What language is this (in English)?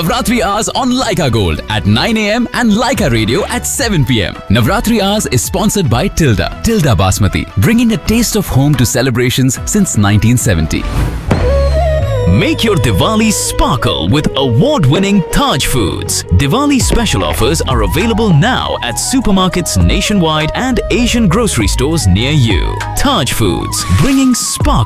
English